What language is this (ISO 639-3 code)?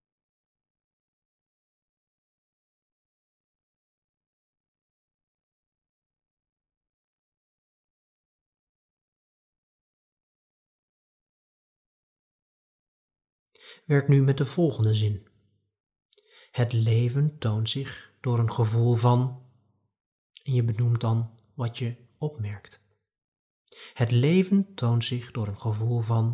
nld